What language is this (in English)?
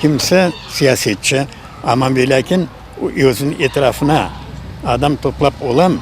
Crimean Tatar